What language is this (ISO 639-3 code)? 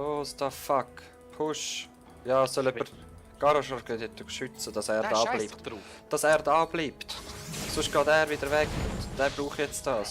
gsw